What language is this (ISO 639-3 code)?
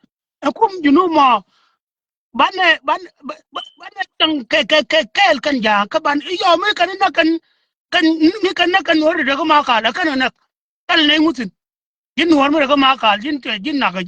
nus